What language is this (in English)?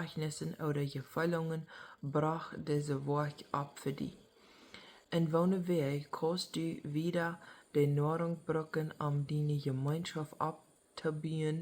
Plautdietsch